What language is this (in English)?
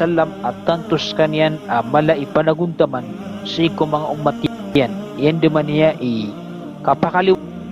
Maranao